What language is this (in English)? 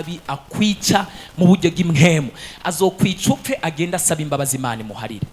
Rundi